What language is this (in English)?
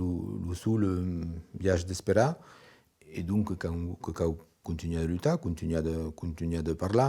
Occitan